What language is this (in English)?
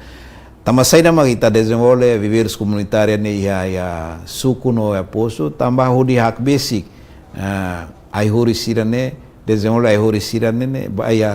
Tetum